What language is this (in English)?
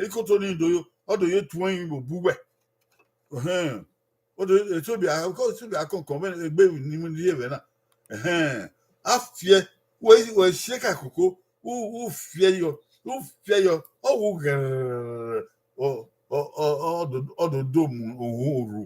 Bini